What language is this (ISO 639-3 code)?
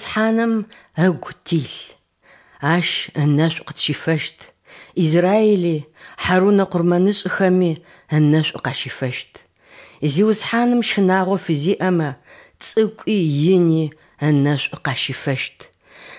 ady